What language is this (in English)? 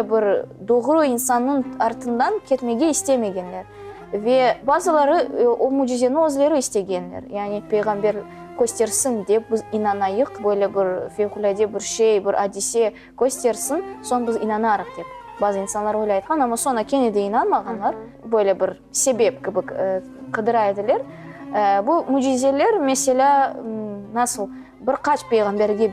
Crimean Tatar